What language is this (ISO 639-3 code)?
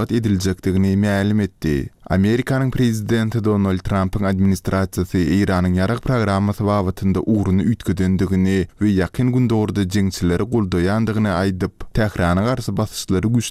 tuk